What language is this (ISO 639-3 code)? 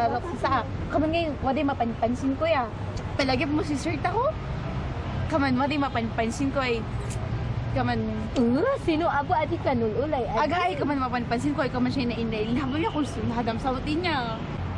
kne